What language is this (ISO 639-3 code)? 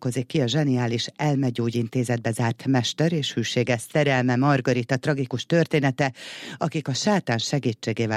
hun